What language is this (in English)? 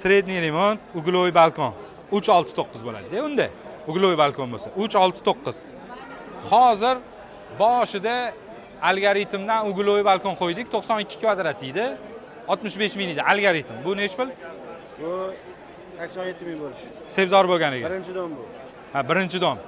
Uzbek